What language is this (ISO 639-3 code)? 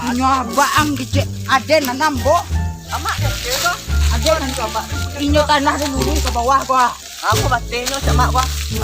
min